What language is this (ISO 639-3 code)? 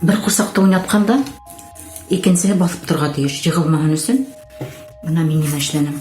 bak